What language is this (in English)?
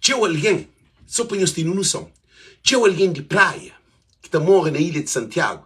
Kabuverdianu